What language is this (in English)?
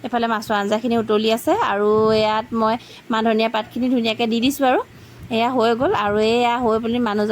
Assamese